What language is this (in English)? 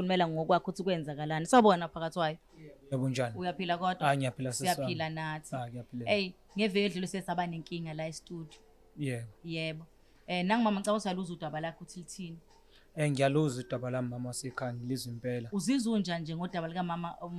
Zulu